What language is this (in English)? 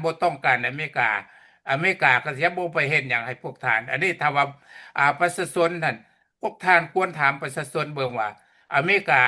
Lao